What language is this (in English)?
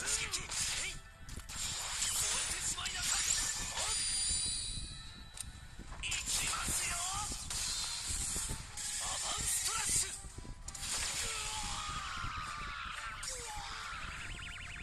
Japanese